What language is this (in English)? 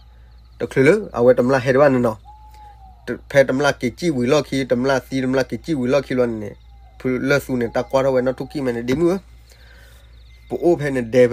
S'gaw Karen